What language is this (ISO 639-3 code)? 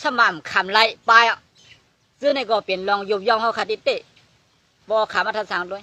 shn